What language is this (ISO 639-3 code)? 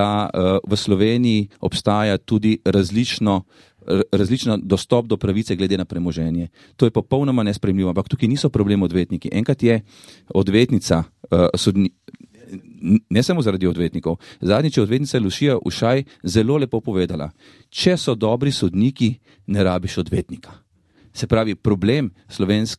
slv